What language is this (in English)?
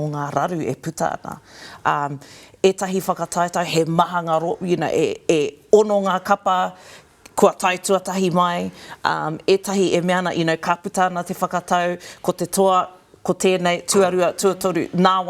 Māori